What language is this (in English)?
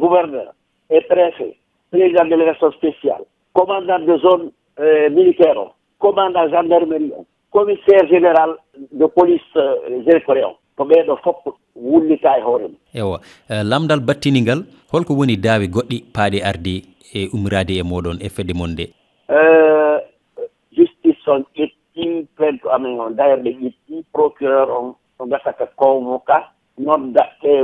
Fula